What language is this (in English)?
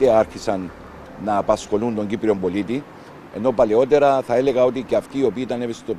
Greek